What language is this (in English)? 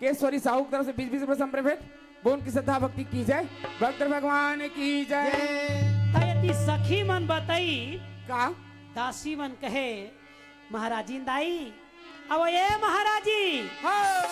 Chhattisgarhi